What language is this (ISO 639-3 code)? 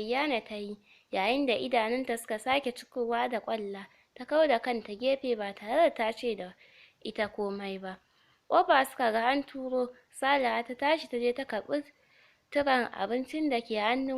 hau